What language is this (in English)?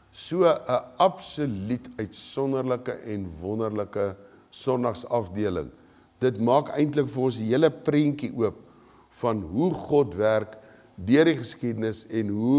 Afrikaans